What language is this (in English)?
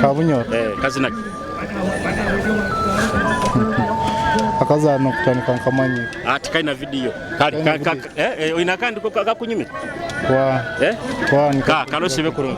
Nyoro